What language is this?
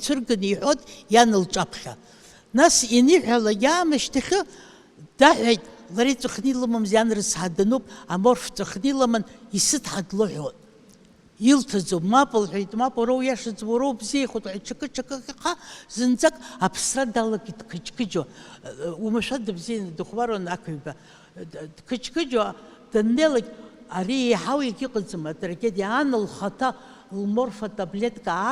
Abkhazian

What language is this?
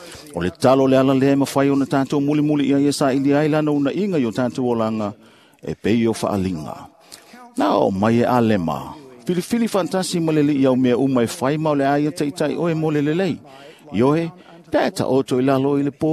Samoan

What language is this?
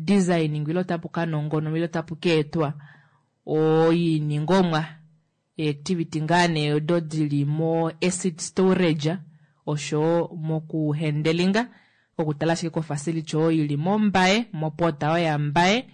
Kuanyama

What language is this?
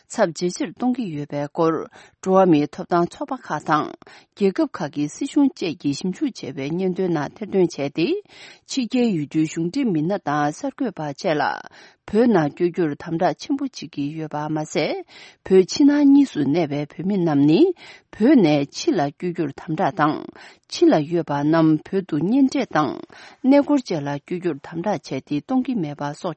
Tibetan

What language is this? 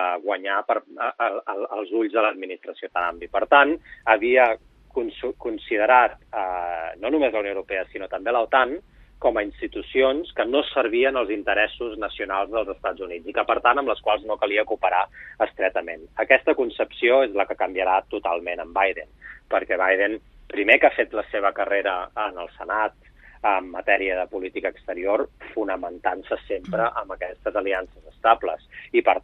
Catalan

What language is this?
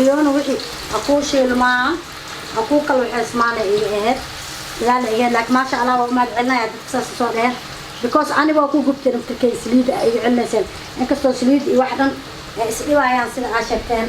Somali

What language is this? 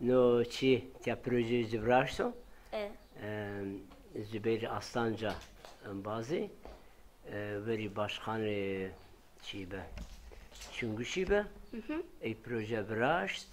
Zaza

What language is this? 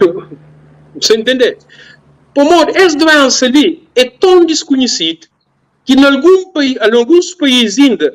Kabuverdianu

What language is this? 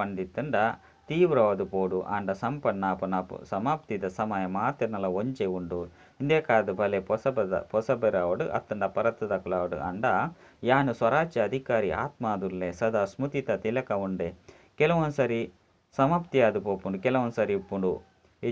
Tulu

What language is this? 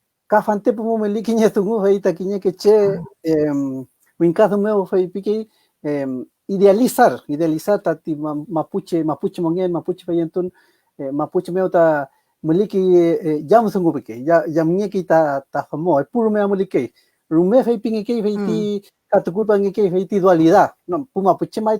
Mapuche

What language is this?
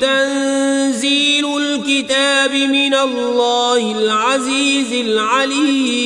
Kashmiri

